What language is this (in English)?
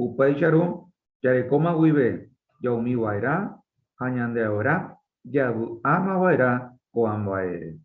Guarani